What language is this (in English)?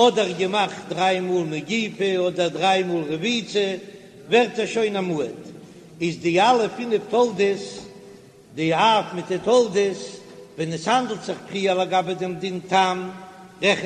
Yiddish